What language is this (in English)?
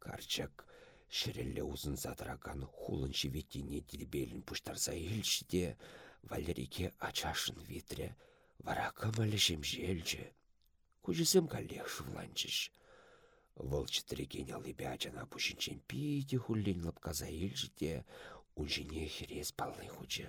Chuvash